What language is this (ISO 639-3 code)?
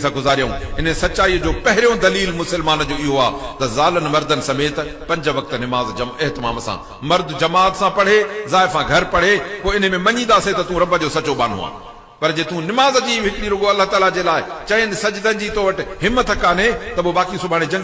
snd